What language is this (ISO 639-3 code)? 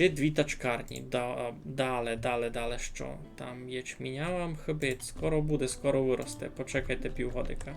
rue